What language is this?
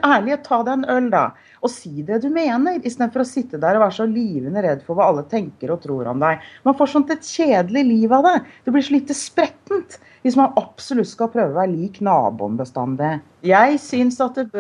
Norwegian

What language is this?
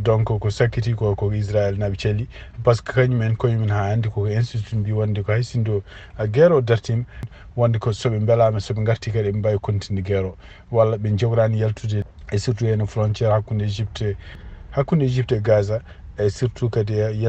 Fula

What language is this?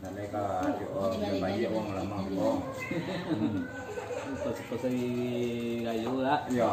Minangkabau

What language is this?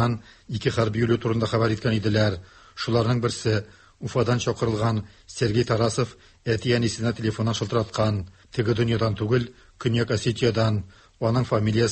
Tatar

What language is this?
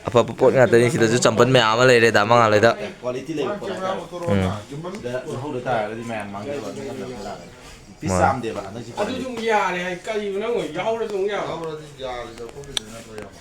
Manipuri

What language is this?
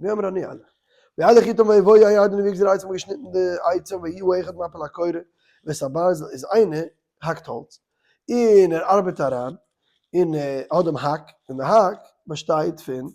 Yiddish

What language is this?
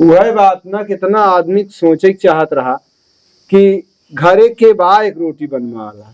Awadhi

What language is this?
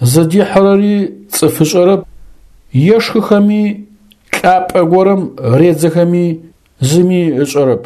Adyghe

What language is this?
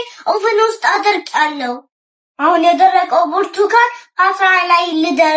Amharic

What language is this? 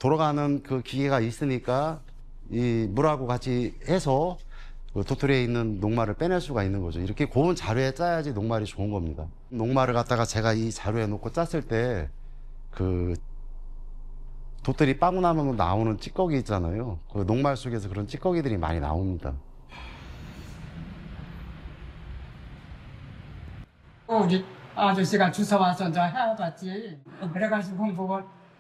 Korean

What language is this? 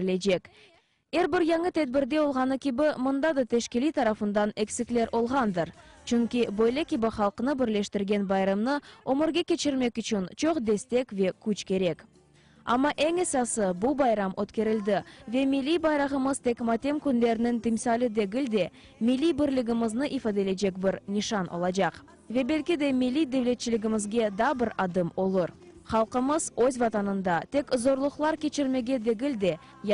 Crimean Tatar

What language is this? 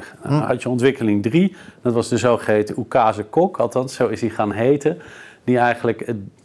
Dutch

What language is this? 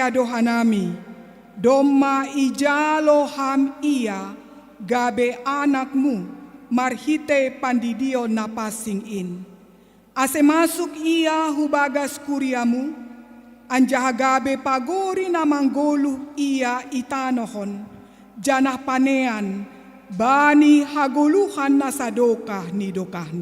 Batak Simalungun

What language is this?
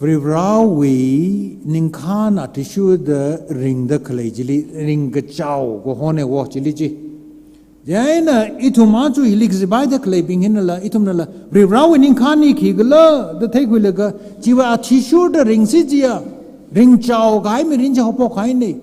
Tangkhul Naga (India)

